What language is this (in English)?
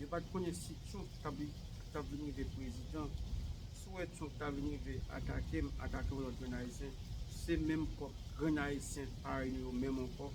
Haitian Creole